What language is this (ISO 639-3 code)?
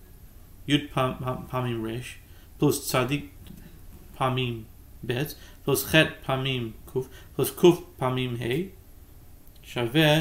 heb